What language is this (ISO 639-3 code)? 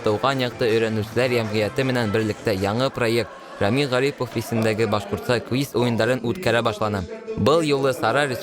bak